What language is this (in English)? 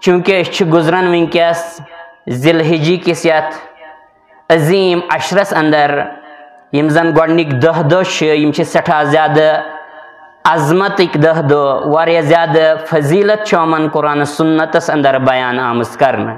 Kashmiri